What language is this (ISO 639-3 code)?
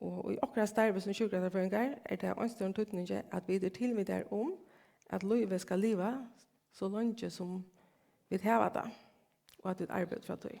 fao